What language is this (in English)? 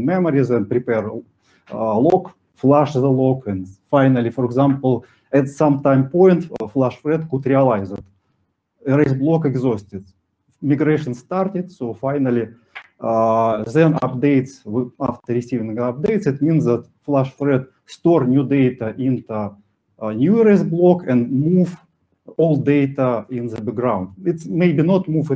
English